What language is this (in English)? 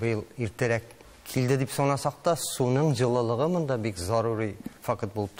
Tatar